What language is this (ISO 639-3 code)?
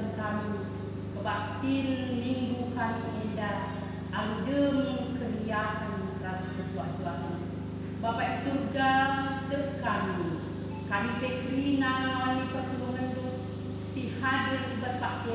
btx